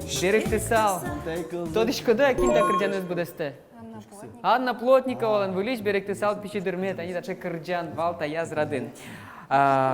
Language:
Udmurt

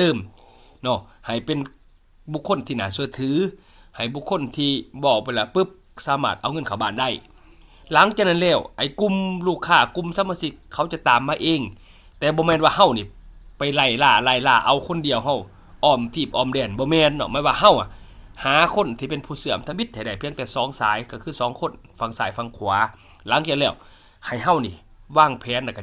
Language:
Lao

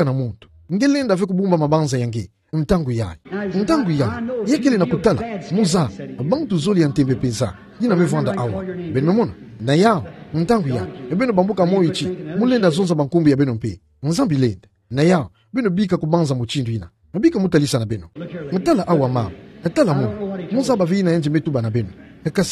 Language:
Kituba (Democratic Republic of Congo)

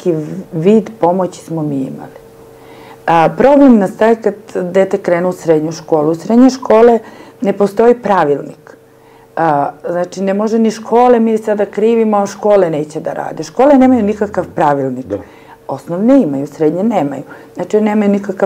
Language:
Serbian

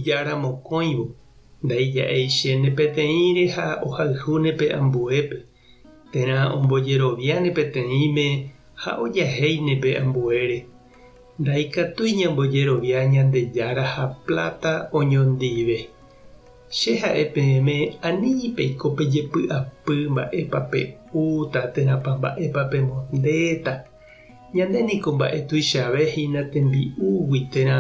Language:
Guarani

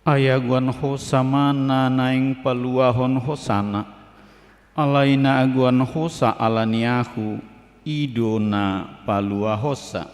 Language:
Batak Toba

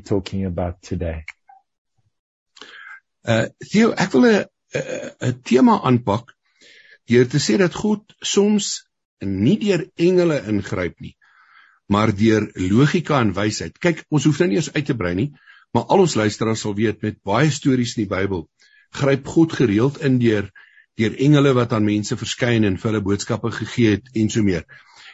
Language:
Afrikaans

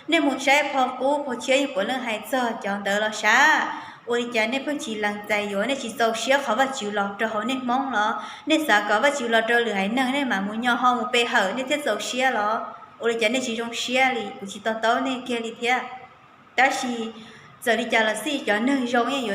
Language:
Hmong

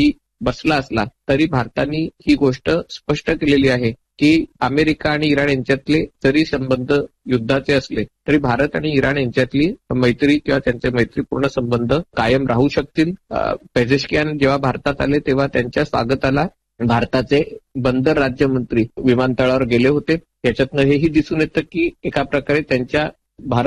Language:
Marathi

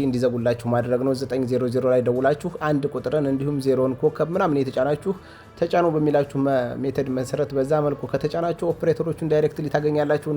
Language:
Amharic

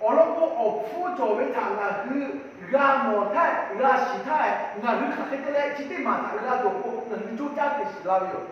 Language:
Lahu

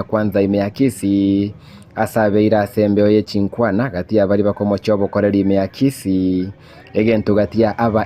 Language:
Gusii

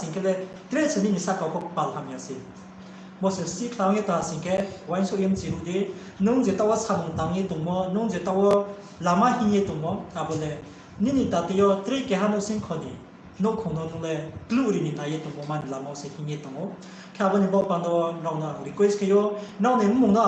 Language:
Riang (India)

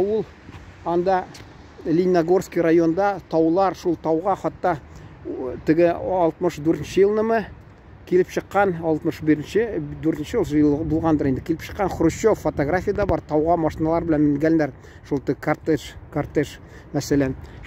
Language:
Tatar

